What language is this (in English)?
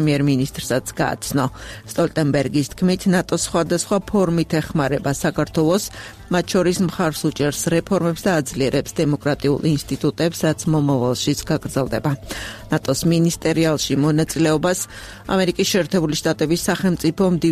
Georgian